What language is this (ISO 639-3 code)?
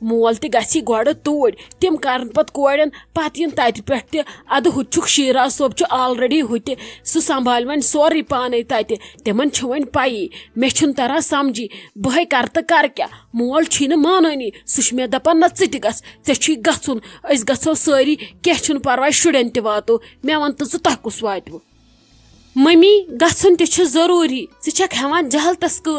kas